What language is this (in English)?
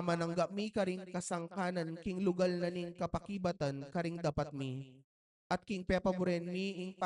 Pampanga